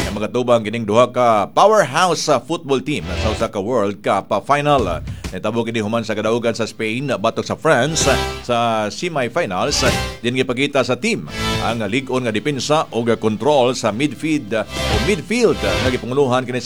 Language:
Cebuano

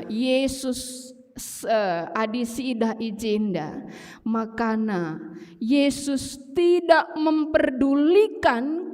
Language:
Batak Karo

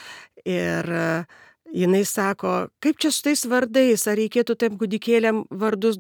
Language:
Lithuanian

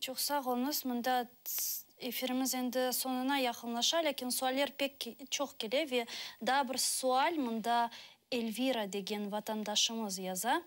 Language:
Crimean Tatar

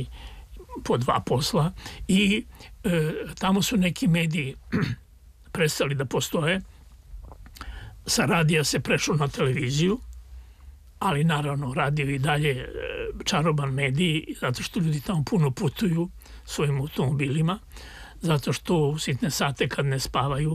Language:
Serbian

